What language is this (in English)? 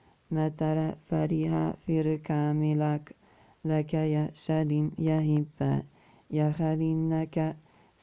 Arabic